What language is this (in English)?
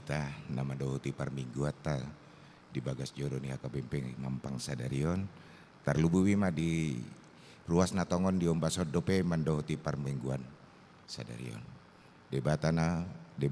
Batak Toba